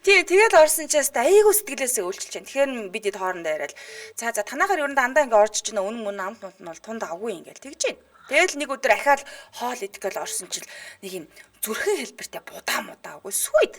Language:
Mongolian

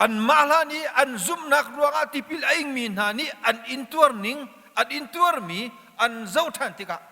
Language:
Hakha Chin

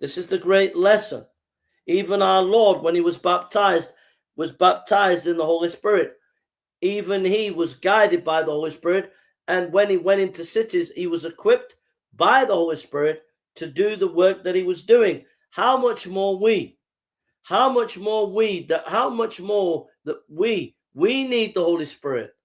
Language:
English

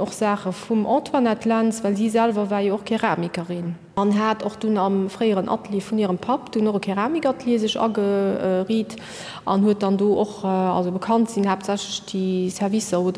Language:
Luxembourgish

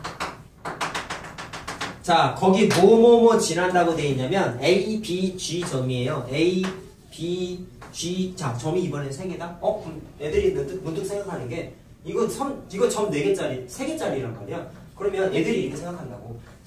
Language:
Korean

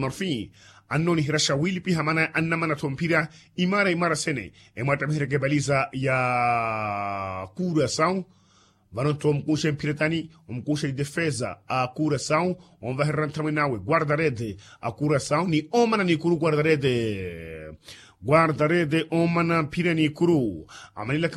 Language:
Makhuwa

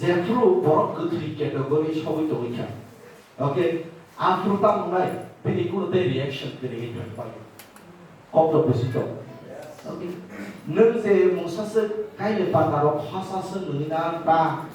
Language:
Kok Borok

